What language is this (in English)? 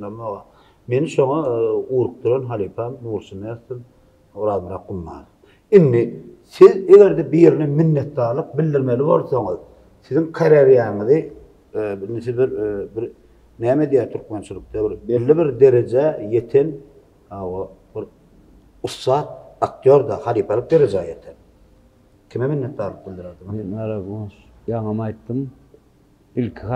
Turkmen